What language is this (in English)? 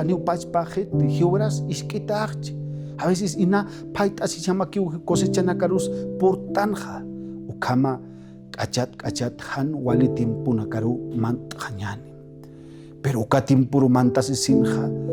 Aymara